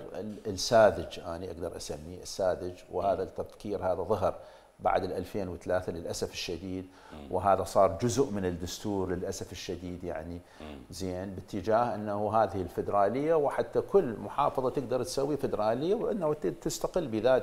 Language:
Mesopotamian Arabic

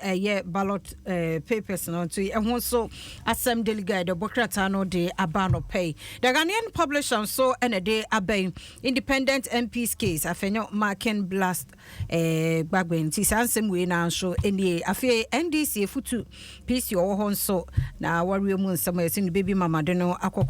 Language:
Akan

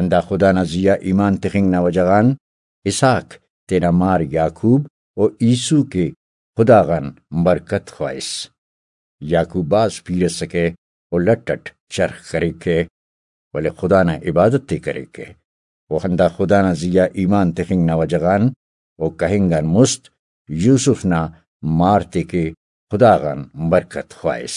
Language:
Brahui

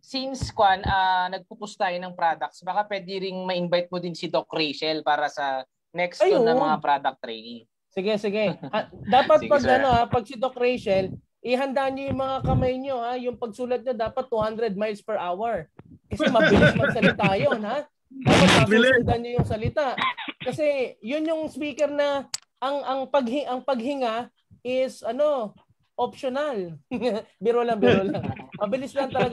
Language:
Filipino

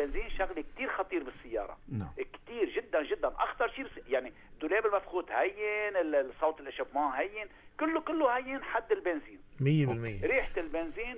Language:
North Levantine Arabic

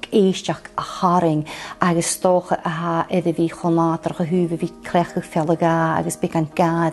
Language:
Scottish Gaelic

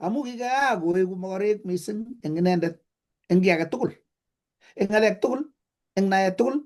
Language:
Kalenjin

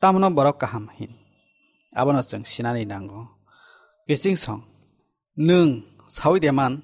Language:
Kok Borok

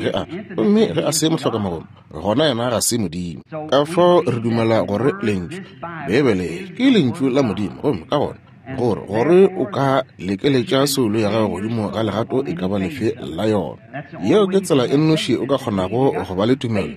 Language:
Northern Sotho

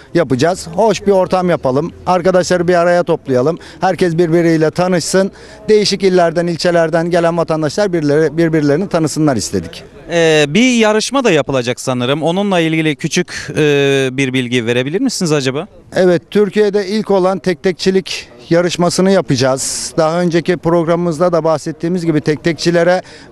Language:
Turkish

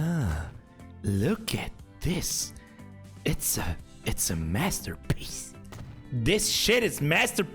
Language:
Bavarian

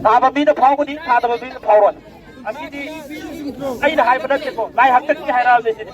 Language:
Manipuri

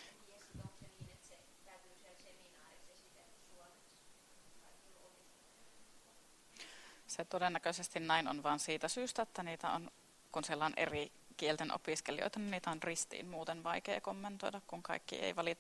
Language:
Finnish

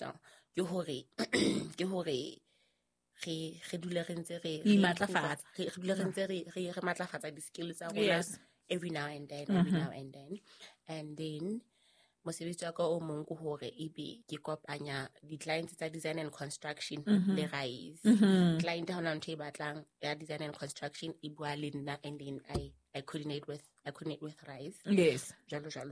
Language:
Southern Sotho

